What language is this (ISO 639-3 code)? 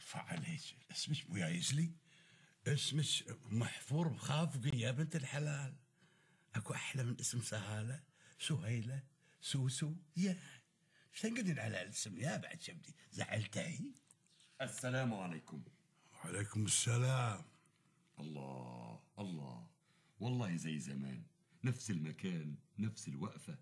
afb